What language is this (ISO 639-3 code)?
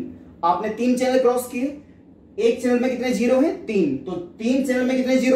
hin